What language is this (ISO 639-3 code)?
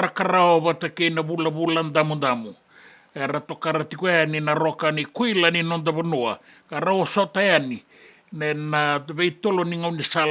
fij